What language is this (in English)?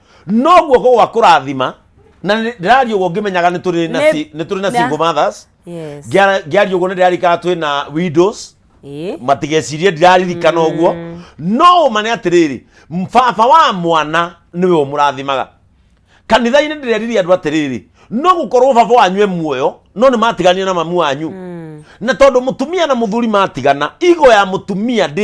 Kikuyu